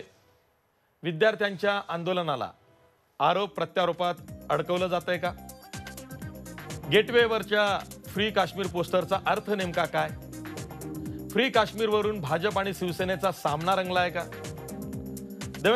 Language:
Marathi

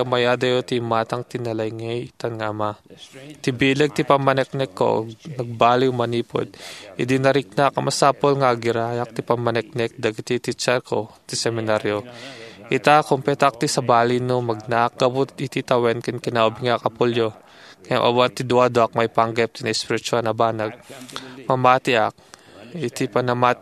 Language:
Iloko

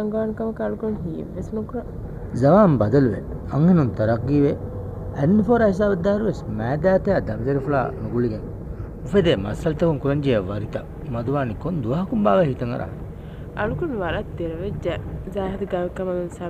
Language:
Divehi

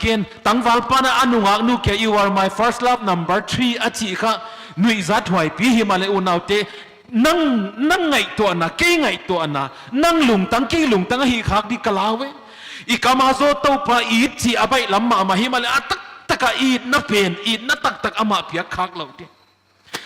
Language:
Paite Chin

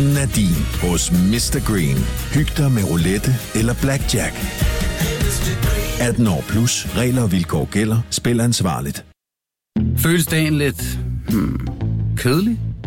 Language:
Danish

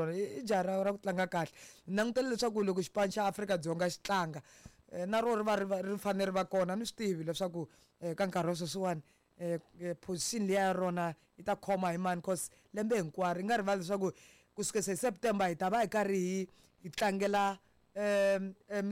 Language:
Tsonga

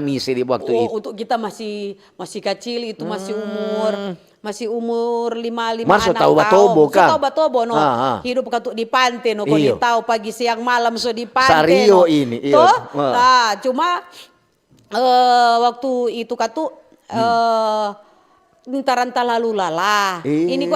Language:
Manado Malay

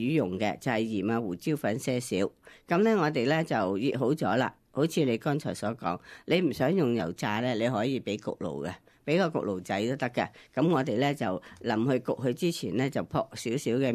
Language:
Cantonese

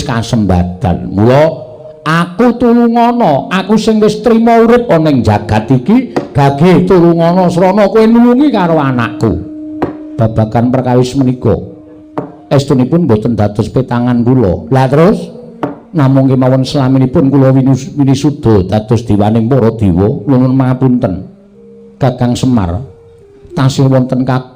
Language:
Javanese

